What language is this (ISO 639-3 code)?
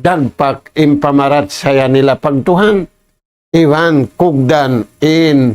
tsg